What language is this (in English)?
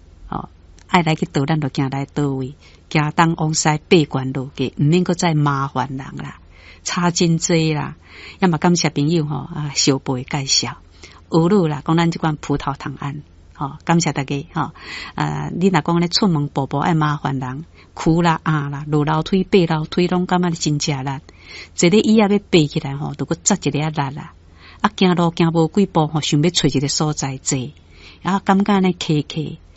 Min Nan Chinese